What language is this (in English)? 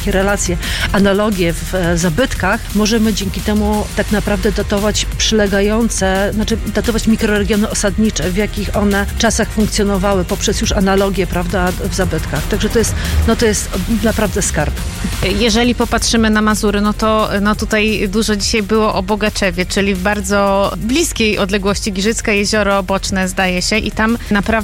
Polish